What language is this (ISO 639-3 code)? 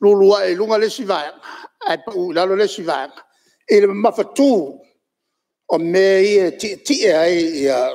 smo